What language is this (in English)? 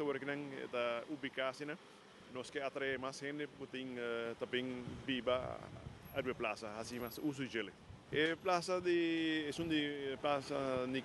Papiamento